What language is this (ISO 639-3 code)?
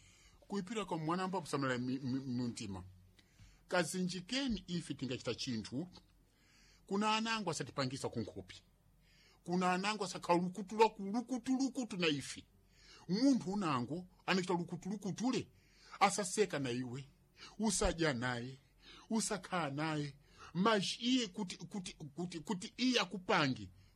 seh